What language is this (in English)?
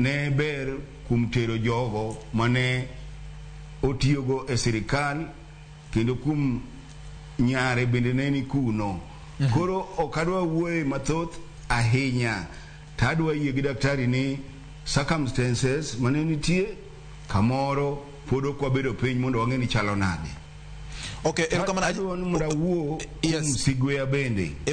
Luo (Kenya and Tanzania)